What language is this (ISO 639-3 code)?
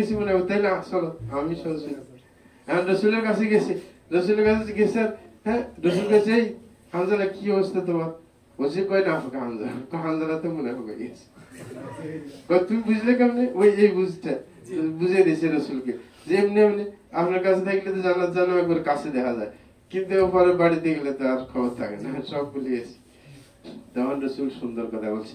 ben